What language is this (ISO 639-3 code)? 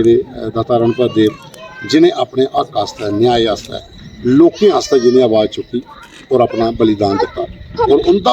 doi